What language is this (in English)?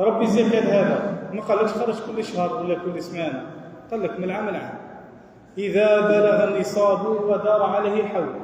Algerian Arabic